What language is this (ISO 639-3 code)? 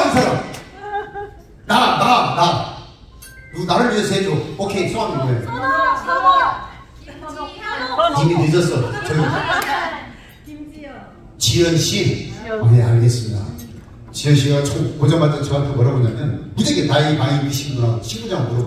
kor